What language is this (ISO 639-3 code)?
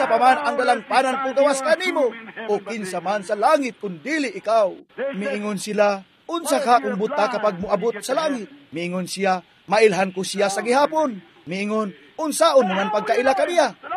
ceb